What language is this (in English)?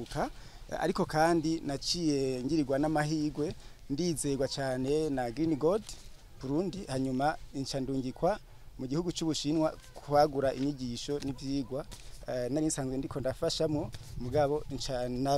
Rundi